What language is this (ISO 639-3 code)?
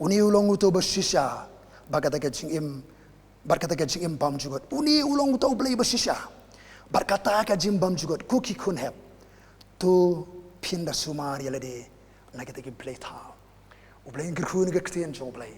kha